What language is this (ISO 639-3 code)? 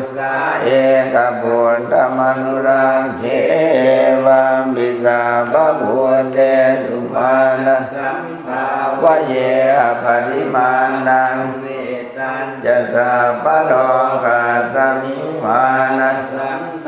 pli